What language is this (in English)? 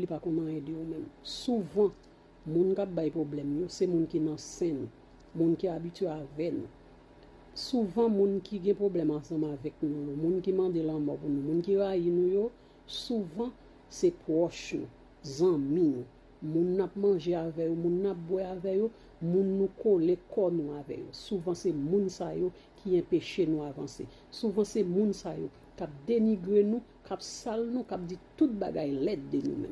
Haitian Creole